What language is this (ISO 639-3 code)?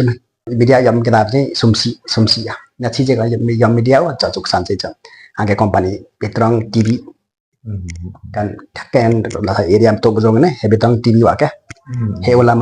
lif